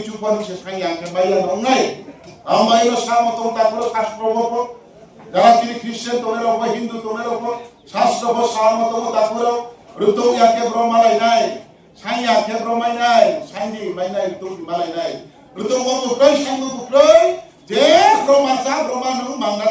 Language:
Riang (India)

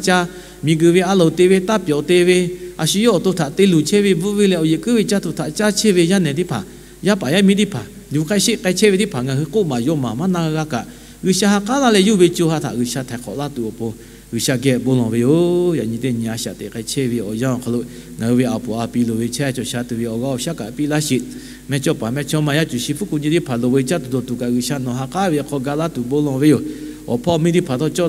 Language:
Lahu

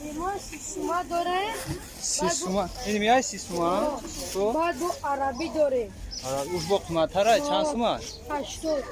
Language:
Tajik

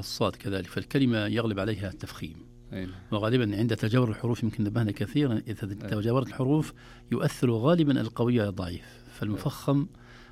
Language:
Najdi Arabic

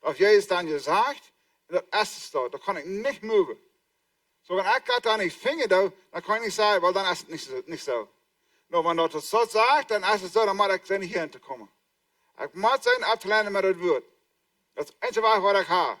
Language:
Plautdietsch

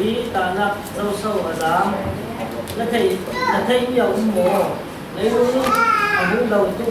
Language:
Falam Chin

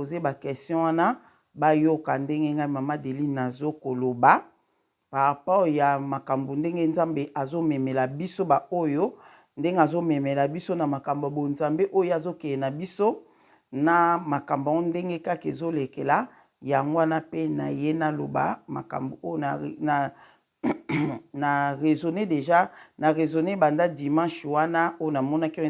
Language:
Lingala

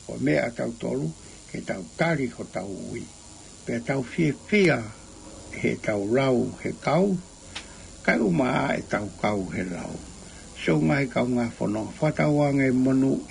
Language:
Tongan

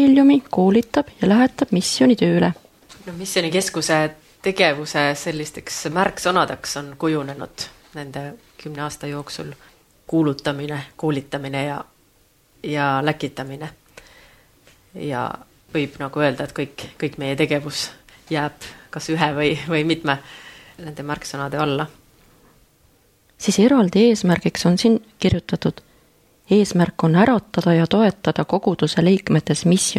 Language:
Estonian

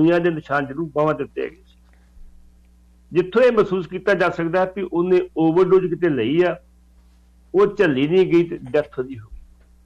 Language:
Punjabi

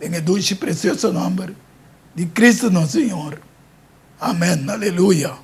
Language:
Papiamento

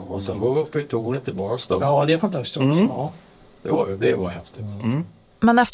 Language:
Swedish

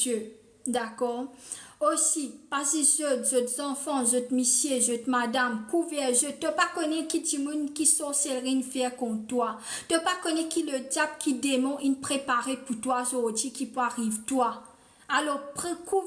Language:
Morisyen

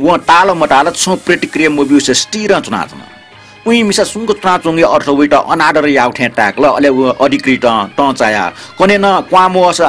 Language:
Newari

